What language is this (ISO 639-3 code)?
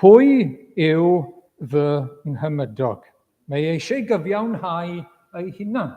cym